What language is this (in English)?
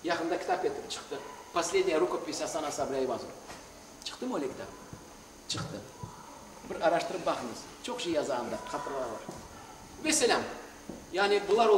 Crimean Tatar